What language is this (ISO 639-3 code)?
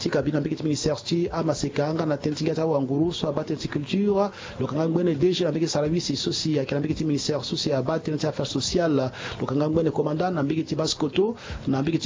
sag